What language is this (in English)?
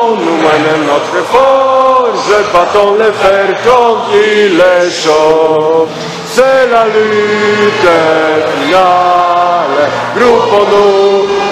French